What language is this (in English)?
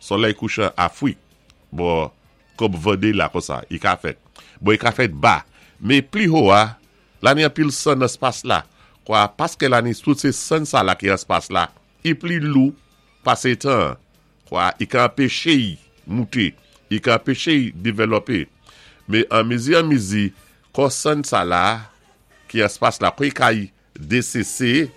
Saint Lucian Creole French